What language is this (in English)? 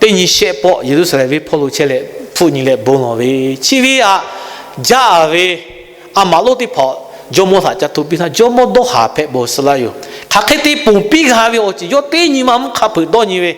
Lahu